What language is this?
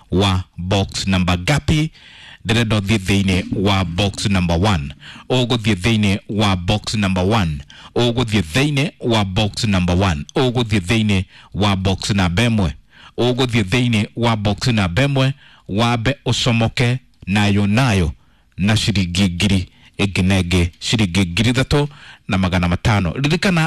Kikuyu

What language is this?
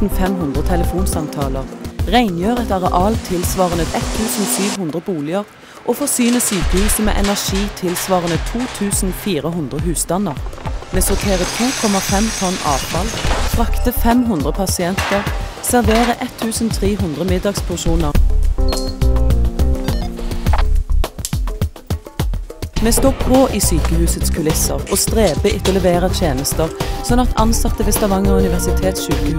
Norwegian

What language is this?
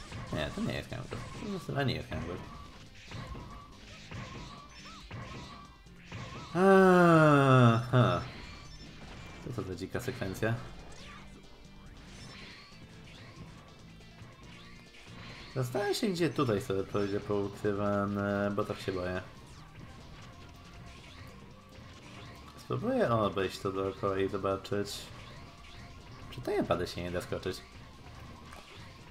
Polish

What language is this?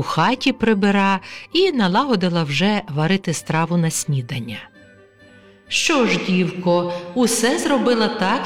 Ukrainian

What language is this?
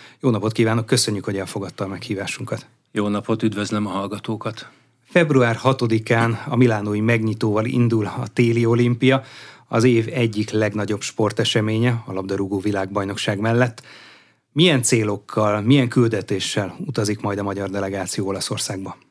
Hungarian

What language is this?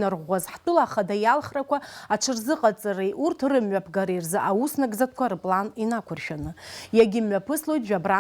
Abkhazian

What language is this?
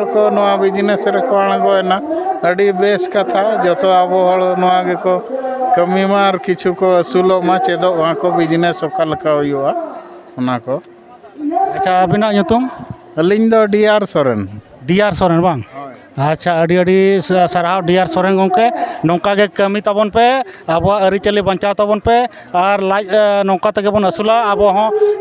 Santali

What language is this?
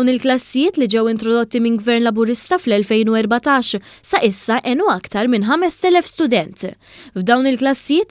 Maltese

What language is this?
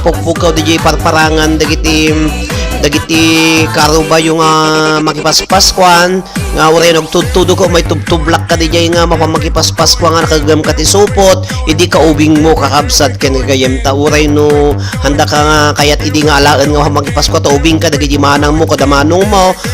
Iloko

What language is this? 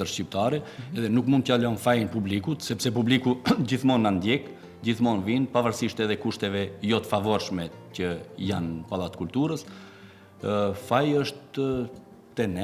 Albanian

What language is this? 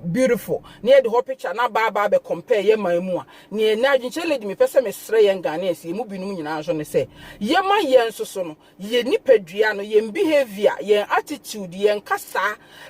Akan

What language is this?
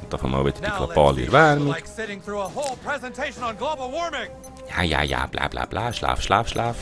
Swiss German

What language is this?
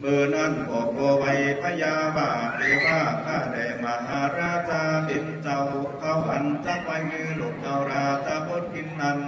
Lü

